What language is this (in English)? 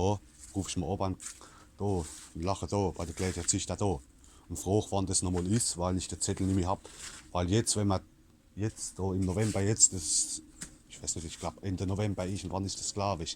Palatine German